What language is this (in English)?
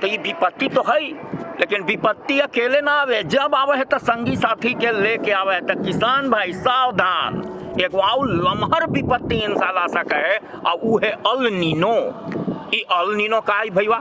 Magahi